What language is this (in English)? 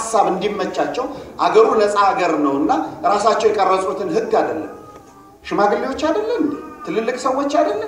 Amharic